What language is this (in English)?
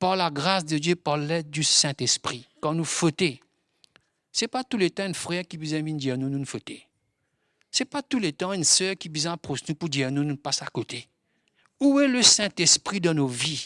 Morisyen